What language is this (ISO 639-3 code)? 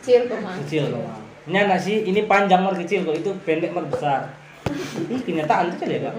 xmm